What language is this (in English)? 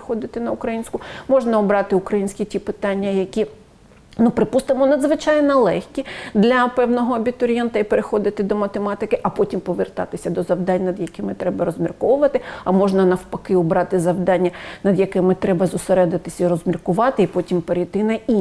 Ukrainian